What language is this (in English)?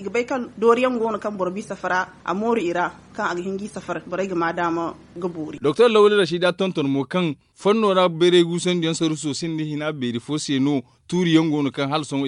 Zarma